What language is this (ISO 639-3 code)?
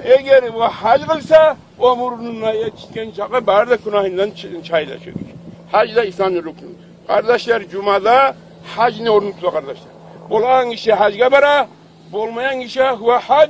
kum